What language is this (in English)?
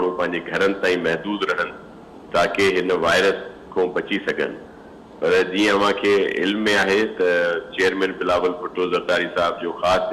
Sindhi